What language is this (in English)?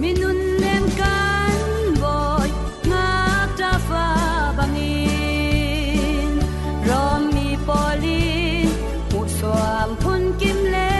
Falam Chin